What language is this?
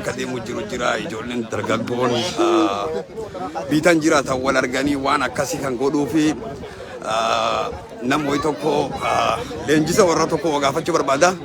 Oromo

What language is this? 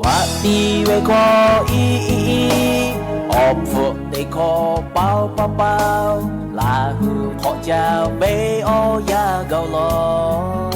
Lahu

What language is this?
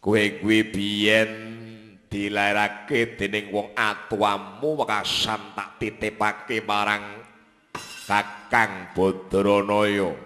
Javanese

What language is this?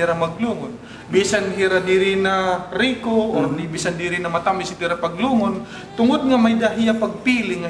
Waray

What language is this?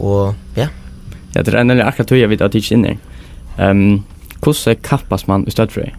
Faroese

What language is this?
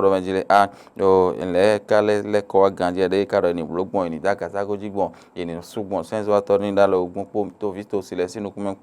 Fon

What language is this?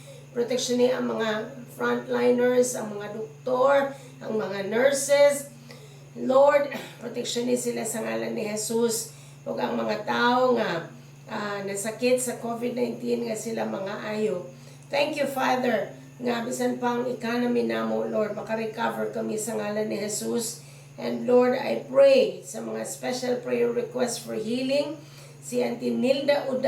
Cebuano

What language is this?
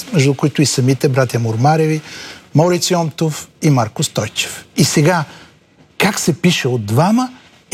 Bulgarian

